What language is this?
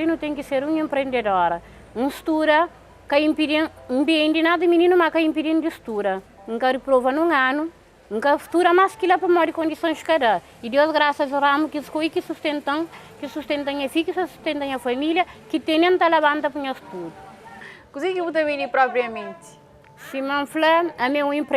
Kabuverdianu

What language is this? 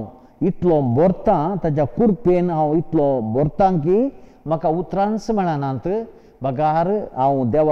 Konkani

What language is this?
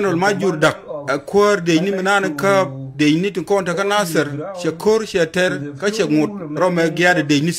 Nuer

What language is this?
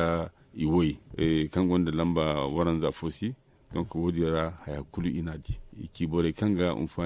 Zarma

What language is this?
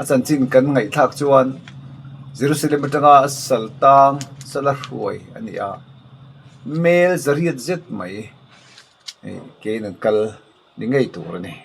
Mizo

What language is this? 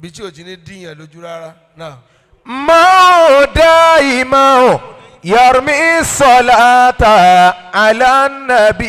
Yoruba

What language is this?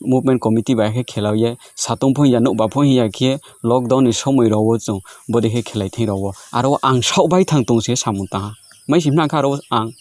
Riang (India)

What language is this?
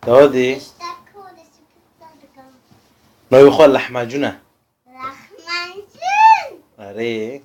Kurdish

